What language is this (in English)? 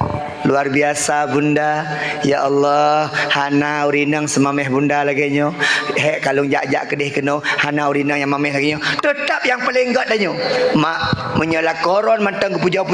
Achinese